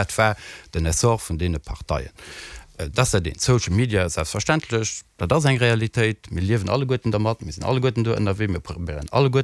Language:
Luxembourgish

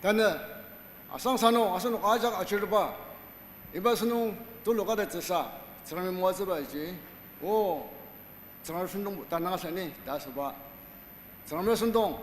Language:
Ao Naga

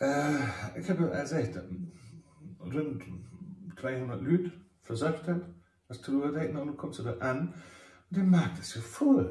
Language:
Low German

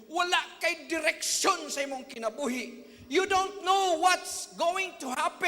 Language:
Cebuano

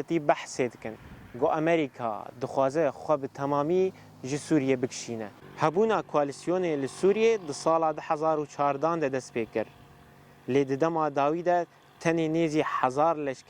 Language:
Kurdish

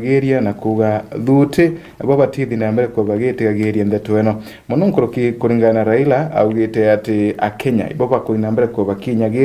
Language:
Meru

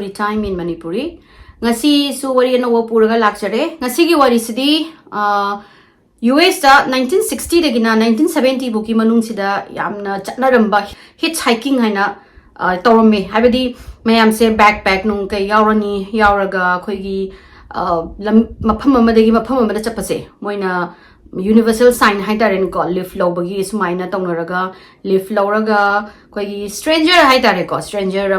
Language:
Manipuri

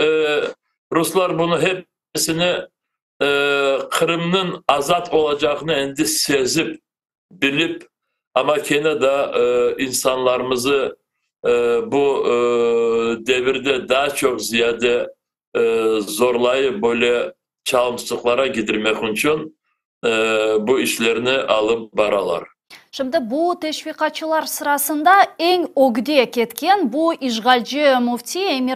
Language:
Crimean Tatar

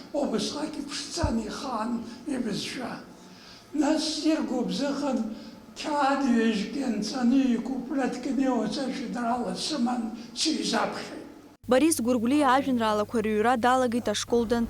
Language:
Abkhazian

